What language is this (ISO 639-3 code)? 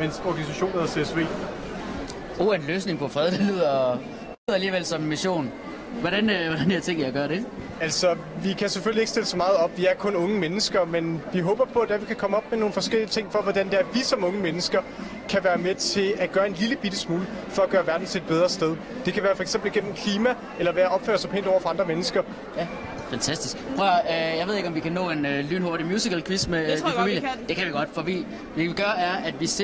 dan